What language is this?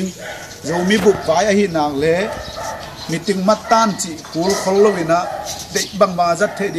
Tedim Chin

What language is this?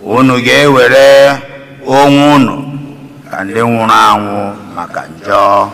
Igbo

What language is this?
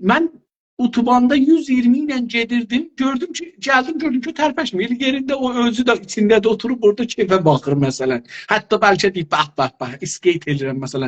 South Azerbaijani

